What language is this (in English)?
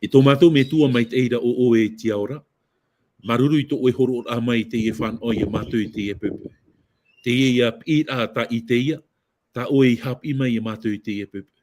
Tahitian